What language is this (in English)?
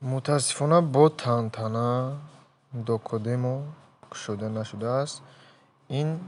Tajik